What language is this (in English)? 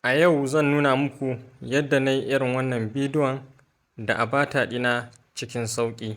Hausa